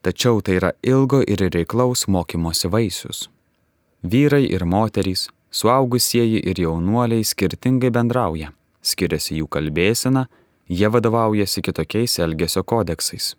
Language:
Lithuanian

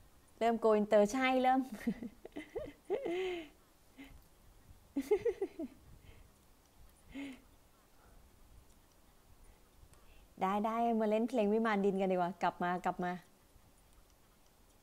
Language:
Thai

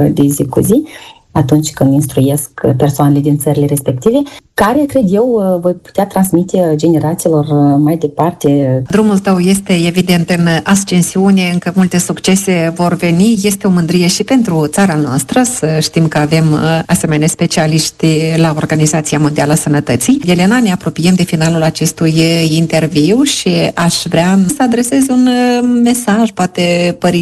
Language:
Romanian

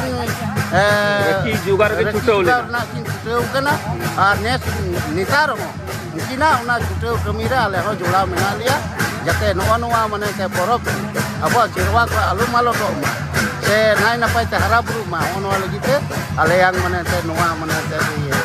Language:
Santali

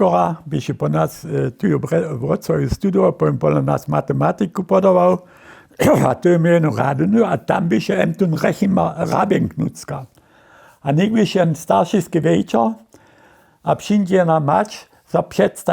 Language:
Upper Sorbian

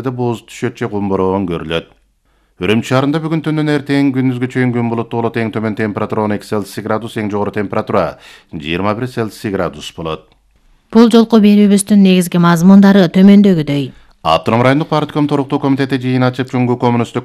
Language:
Kyrgyz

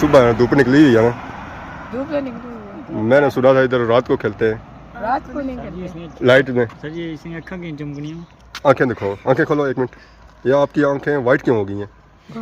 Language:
Pahari-Potwari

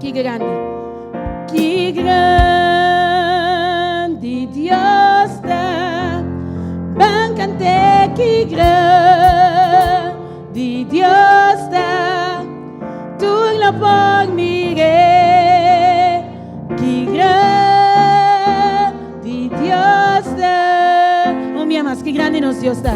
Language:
Papiamento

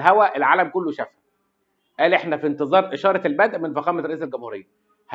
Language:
Egyptian Arabic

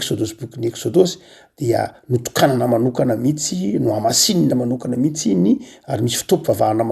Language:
Malagasy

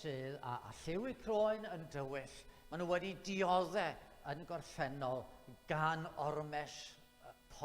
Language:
Welsh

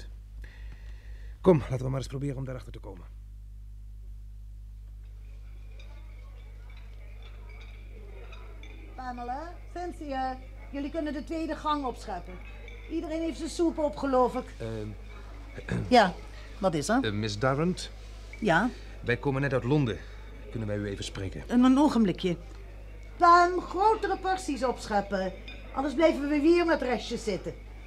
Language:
Dutch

